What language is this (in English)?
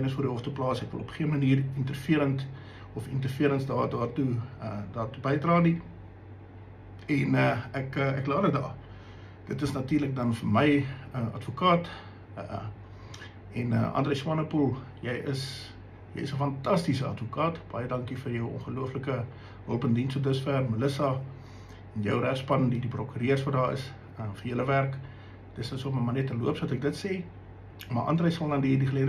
Afrikaans